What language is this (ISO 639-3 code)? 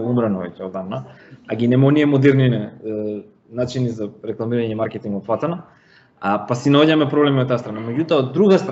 mkd